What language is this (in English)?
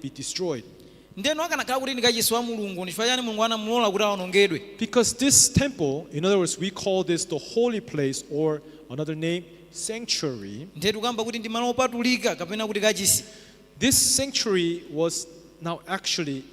Nyanja